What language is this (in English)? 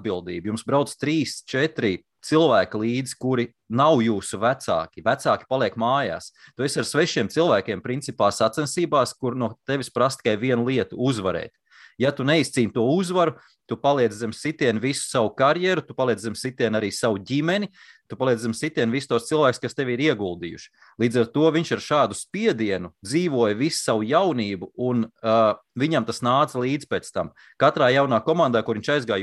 Latvian